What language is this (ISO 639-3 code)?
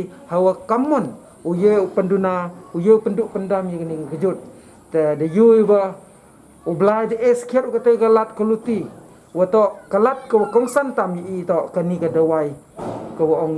pbv